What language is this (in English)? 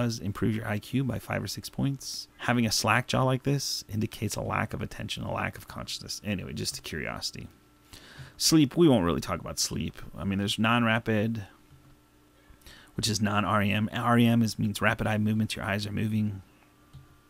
English